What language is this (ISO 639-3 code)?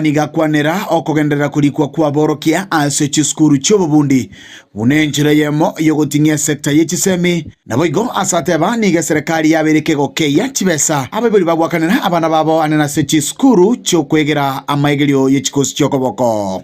guz